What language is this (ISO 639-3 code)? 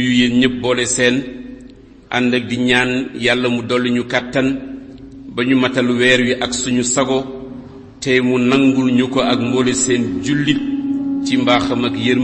wol